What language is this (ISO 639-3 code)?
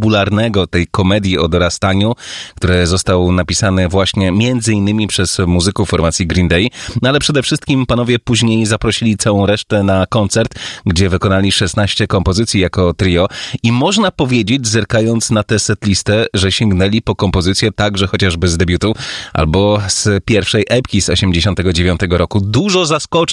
pol